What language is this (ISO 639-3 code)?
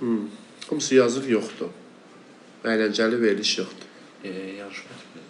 aze